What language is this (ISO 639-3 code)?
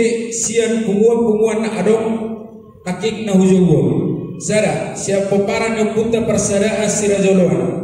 bbc